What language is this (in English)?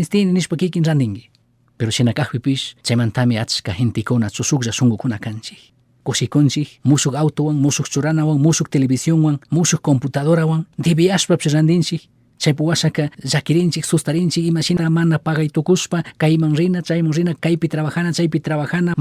Chimborazo Highland Quichua